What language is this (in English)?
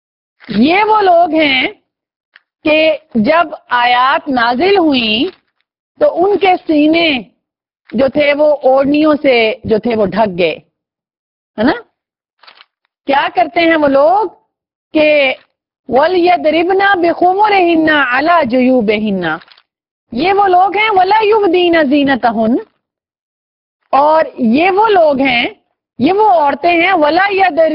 Urdu